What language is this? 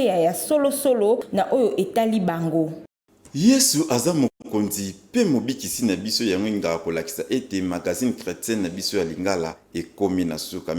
Lingala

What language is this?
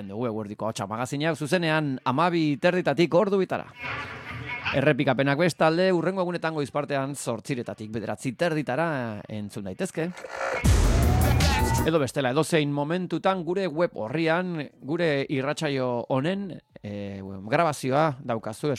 Basque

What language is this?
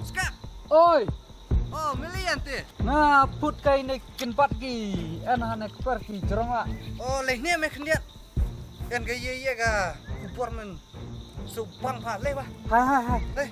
Khasi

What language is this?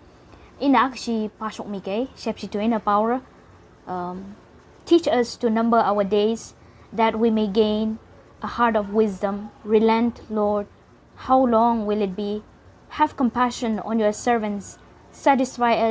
Tangkhul Naga (India)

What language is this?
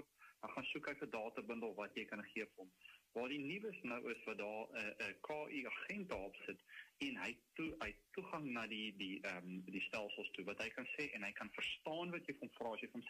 Afrikaans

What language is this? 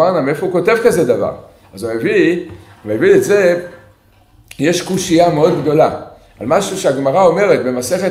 Hebrew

